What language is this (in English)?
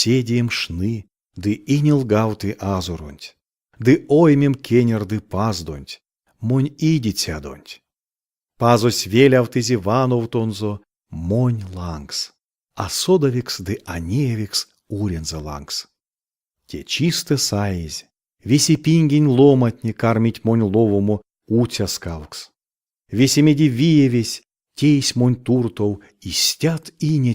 Erzya